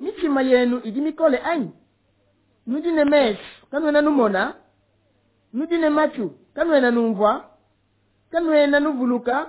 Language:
Luba-Lulua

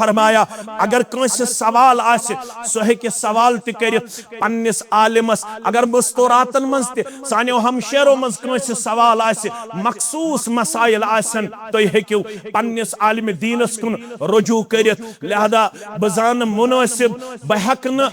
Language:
Kashmiri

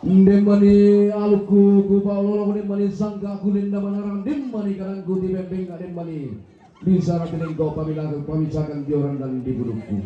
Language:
Toraja-Sa'dan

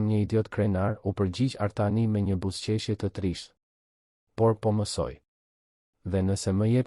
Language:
Albanian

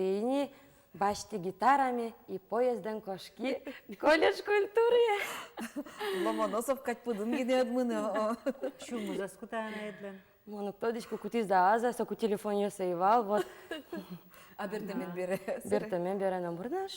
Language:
Udmurt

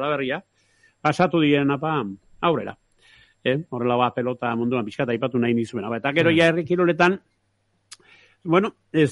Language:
Basque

